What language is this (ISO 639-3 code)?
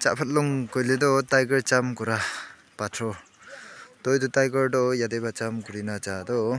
nag